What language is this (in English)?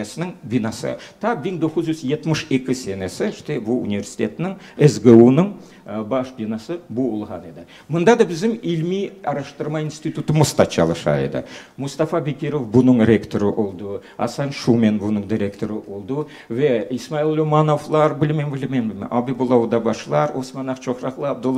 Crimean Tatar